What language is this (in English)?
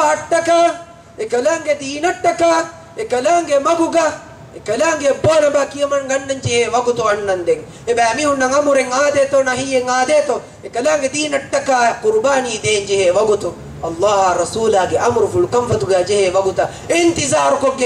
Divehi